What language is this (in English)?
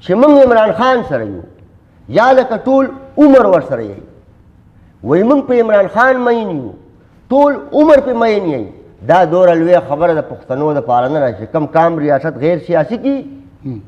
Pashto